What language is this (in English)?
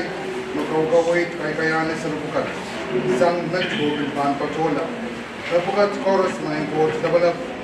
Pohnpeian